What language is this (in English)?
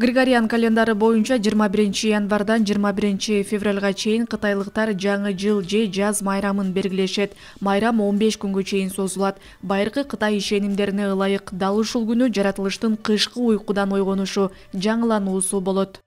Kyrgyz